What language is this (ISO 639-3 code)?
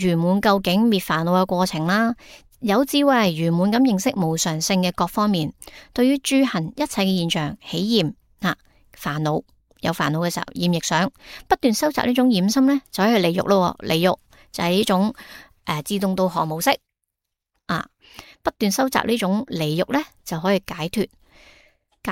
yue